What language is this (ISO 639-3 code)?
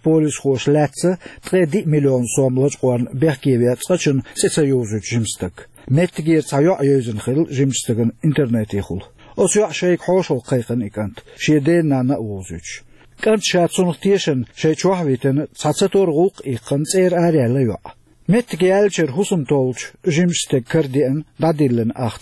che